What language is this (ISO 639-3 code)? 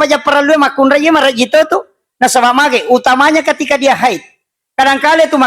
bug